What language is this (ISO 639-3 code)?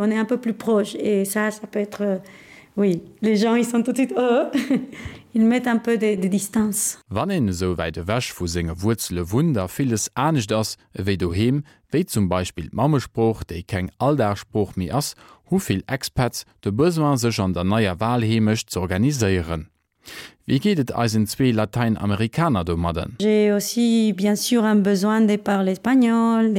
ltz